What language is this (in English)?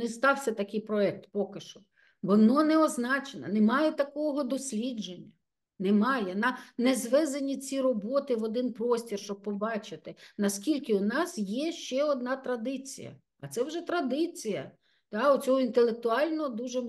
Ukrainian